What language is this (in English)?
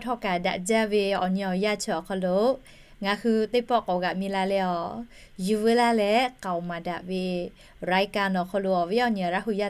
Lahu